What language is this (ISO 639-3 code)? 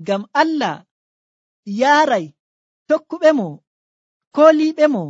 fuv